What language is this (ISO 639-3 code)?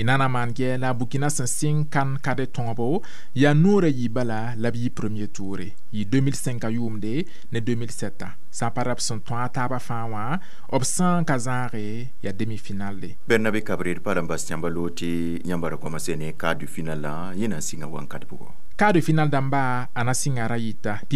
mos